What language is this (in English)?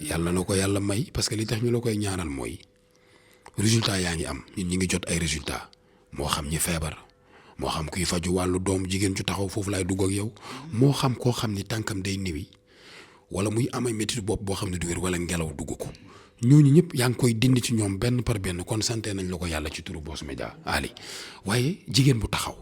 Wolof